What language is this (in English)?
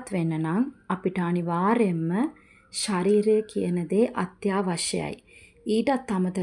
Sinhala